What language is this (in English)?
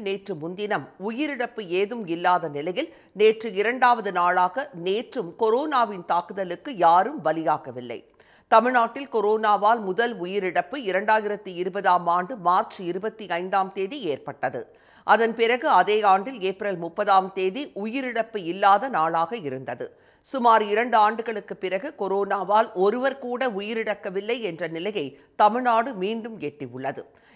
Tamil